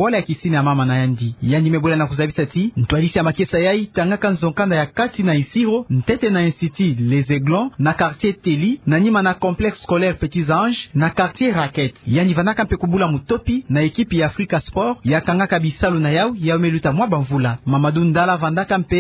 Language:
Kituba (Democratic Republic of Congo)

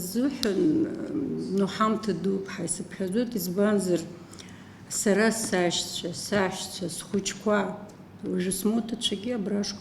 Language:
Abkhazian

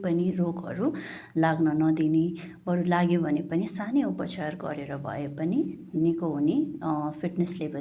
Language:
Nepali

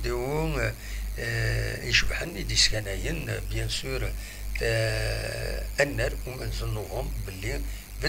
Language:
Kabyle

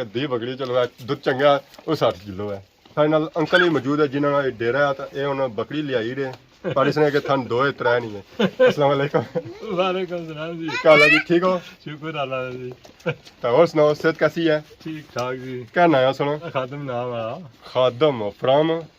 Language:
Pahari-Potwari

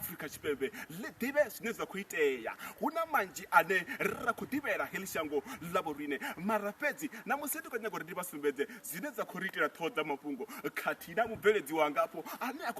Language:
Venda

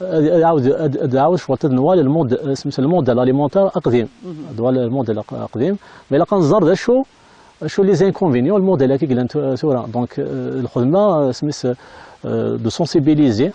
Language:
Kabyle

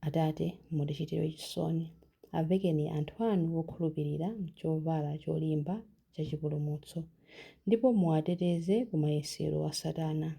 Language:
Nyanja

